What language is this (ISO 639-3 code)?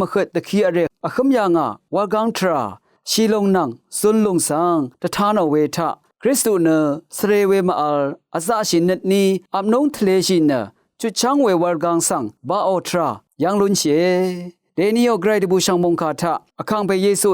raw